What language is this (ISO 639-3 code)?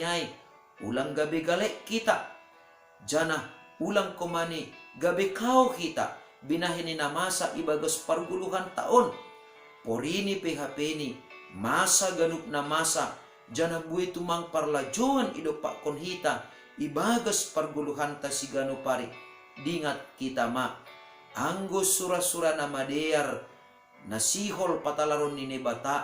bts